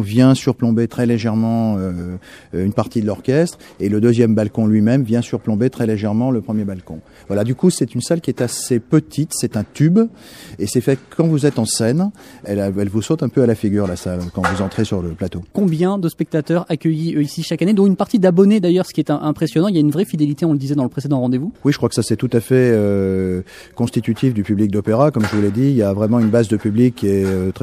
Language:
French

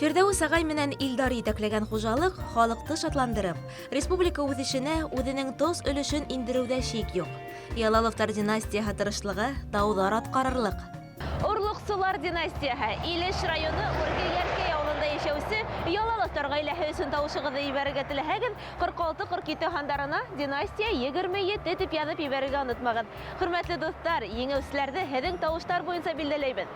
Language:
Bashkir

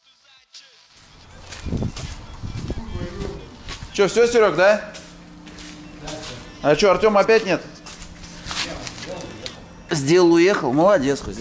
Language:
Russian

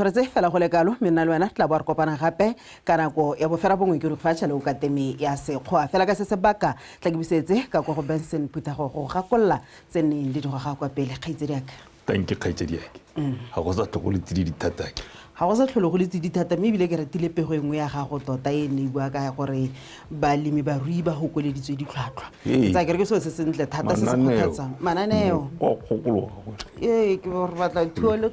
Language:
Tswana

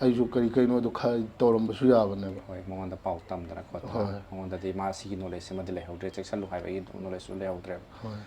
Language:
Manipuri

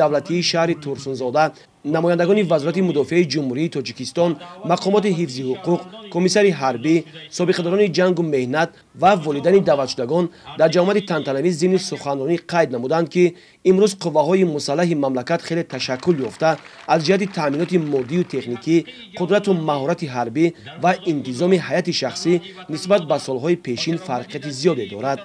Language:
Tajik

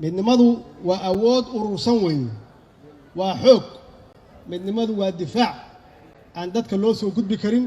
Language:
Somali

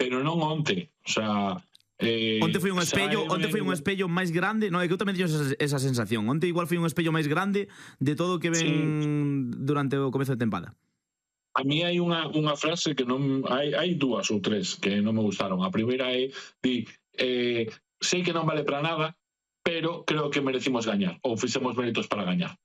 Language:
Galician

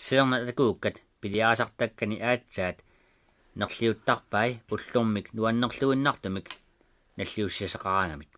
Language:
Kalaallisut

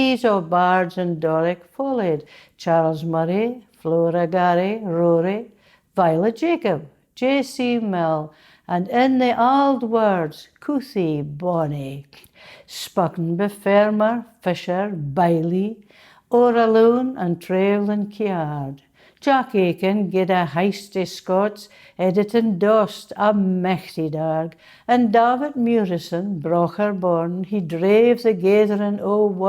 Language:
Scots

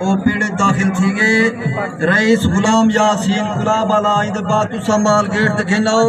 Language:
Saraiki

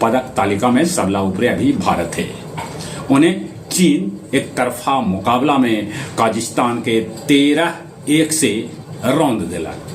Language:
Magahi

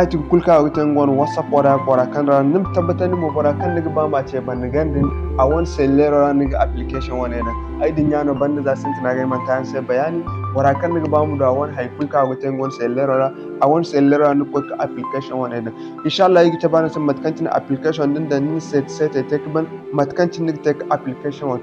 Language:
Zarma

